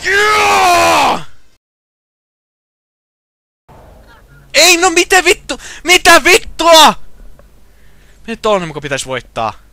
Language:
Finnish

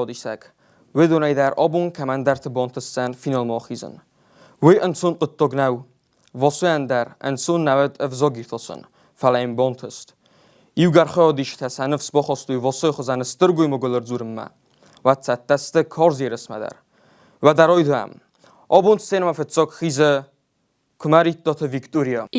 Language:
Ossetic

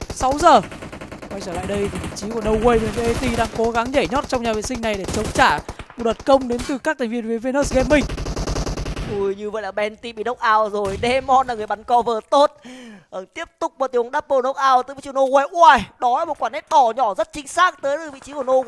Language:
Vietnamese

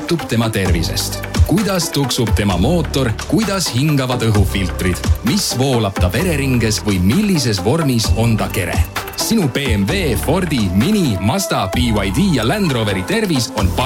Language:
Estonian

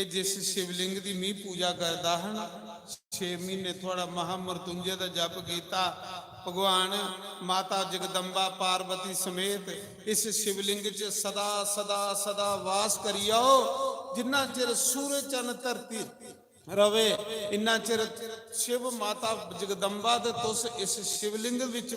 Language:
Dogri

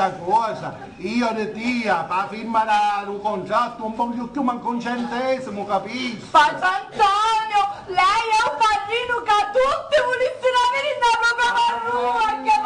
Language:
Sicilian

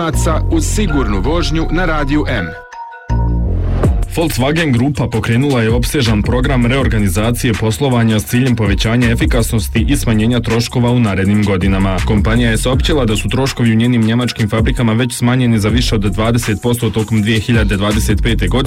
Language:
Bosnian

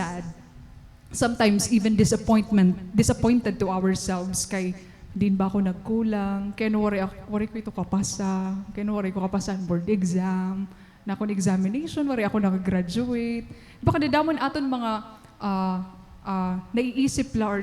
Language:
Waray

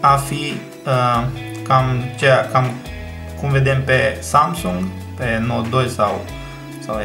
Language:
Romanian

